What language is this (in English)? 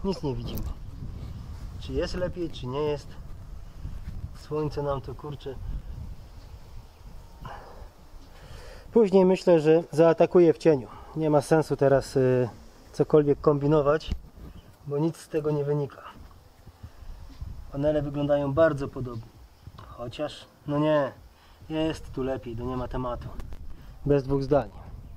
Polish